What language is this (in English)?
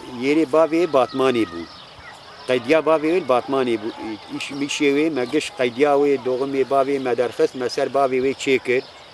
Kurdish